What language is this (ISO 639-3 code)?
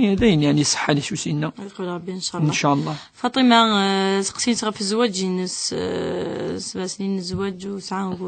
kab